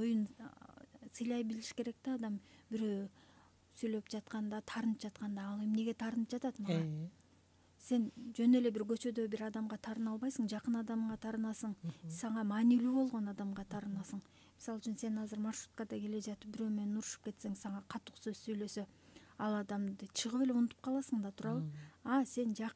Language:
Kyrgyz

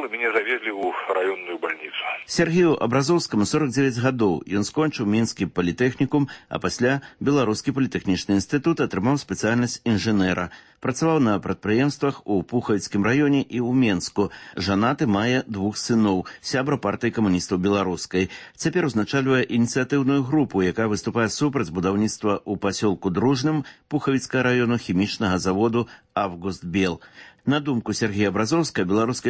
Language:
Belarusian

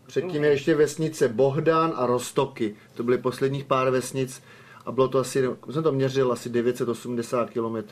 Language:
Czech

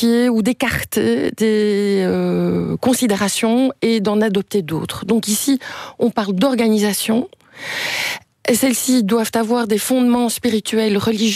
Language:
French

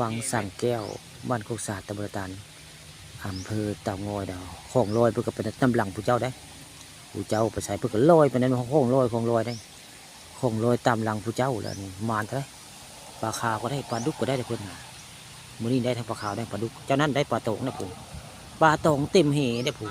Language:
Northeastern Thai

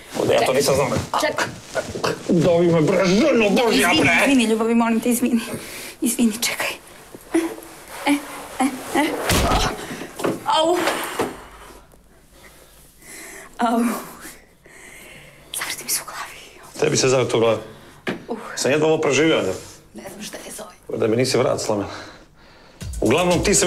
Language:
Serbian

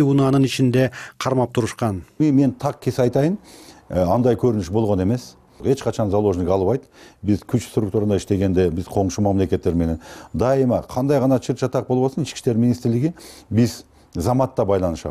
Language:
Kyrgyz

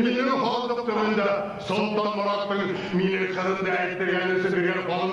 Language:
Bashkir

